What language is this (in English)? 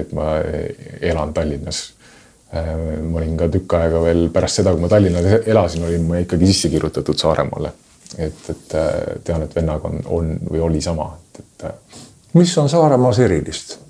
Estonian